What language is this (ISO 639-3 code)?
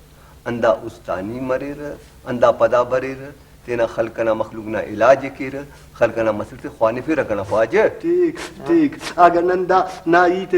brh